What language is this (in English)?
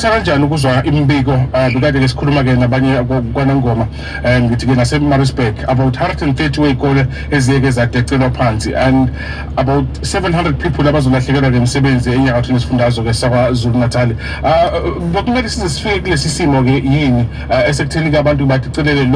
Zulu